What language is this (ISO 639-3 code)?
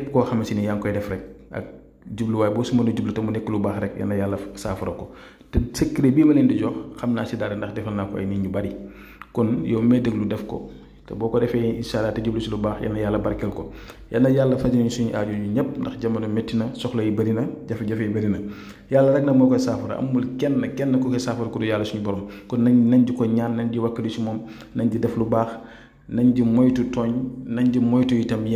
wol